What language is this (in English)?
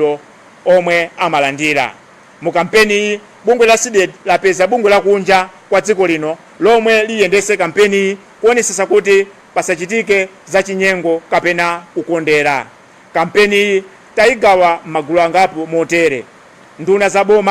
Nyanja